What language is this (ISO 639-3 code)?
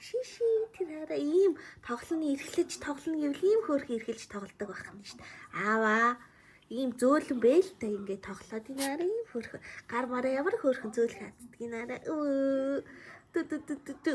mon